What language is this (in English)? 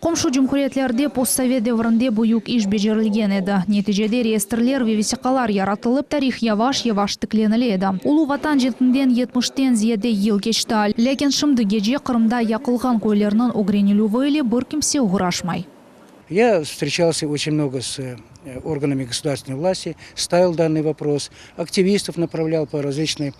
Crimean Tatar